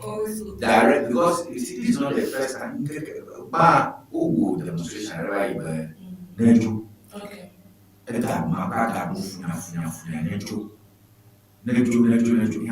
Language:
Ewe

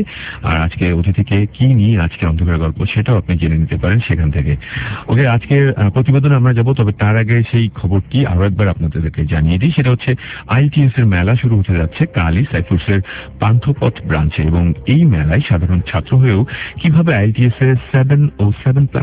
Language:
Bangla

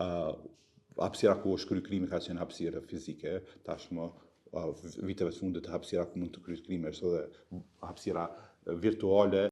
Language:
Albanian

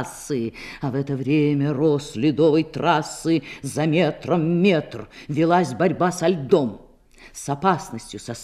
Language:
Russian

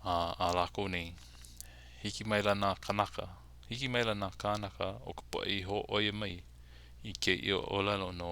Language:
Hawaiian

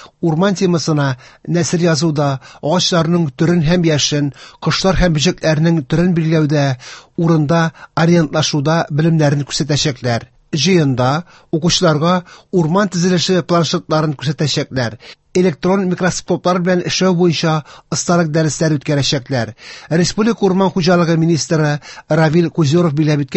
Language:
Tatar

